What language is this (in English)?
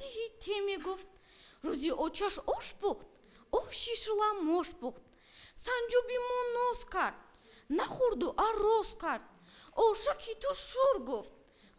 Tajik